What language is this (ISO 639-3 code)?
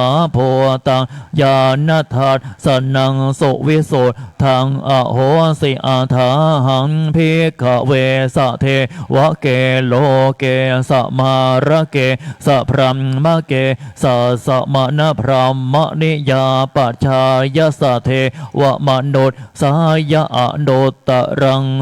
pli